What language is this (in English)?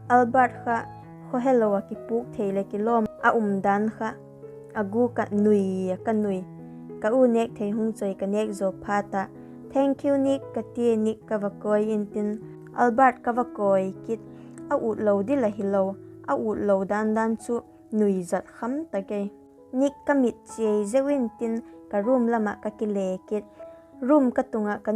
Vaiphei